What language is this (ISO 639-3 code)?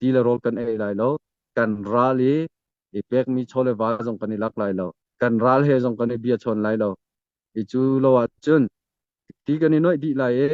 cnh